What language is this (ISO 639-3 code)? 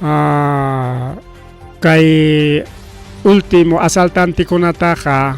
quy